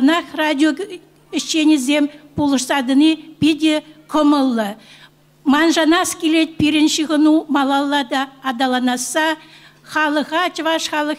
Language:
Chuvash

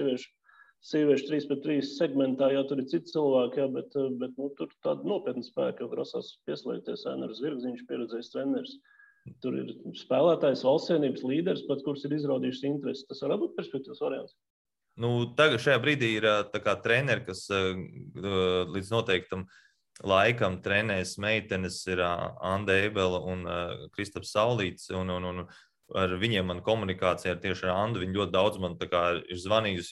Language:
Latvian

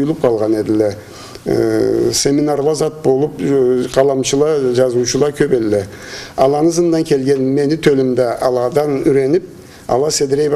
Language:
Karachay-Balkar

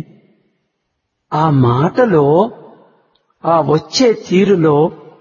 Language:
Telugu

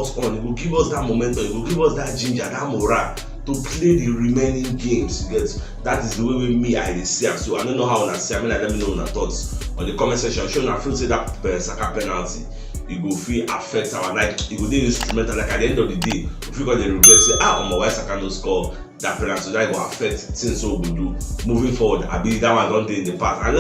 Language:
Nigerian Pidgin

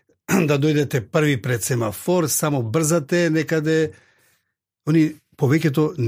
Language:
Macedonian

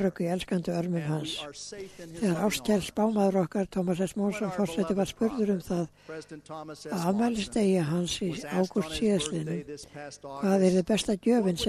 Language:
Icelandic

